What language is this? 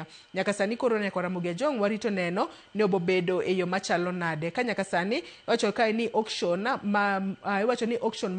Luo (Kenya and Tanzania)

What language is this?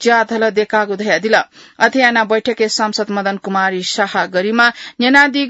Newari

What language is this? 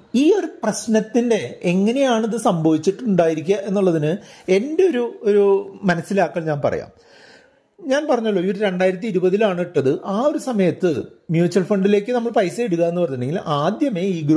Malayalam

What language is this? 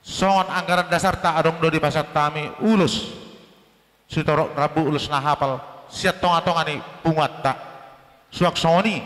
Batak Toba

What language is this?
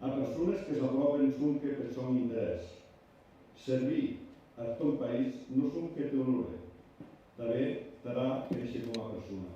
Occitan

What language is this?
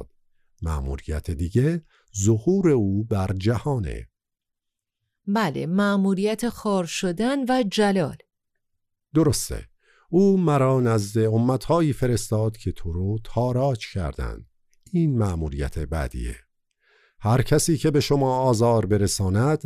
Persian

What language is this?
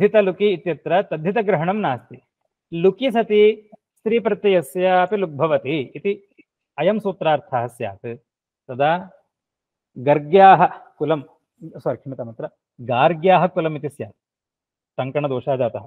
Sanskrit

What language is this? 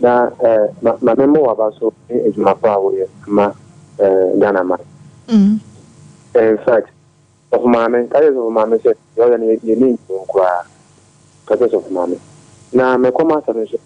Akan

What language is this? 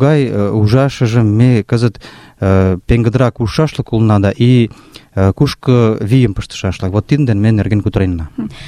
Mari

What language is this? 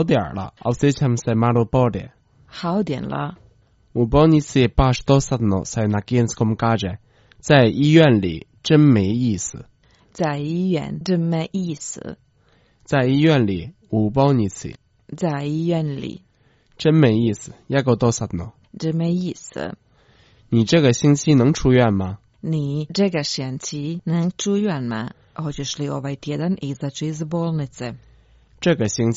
Croatian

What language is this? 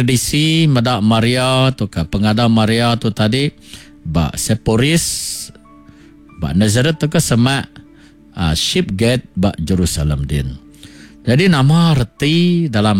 Iban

